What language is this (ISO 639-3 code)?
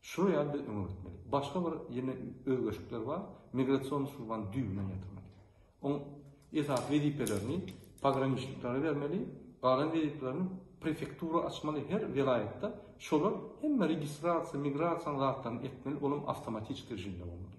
tuk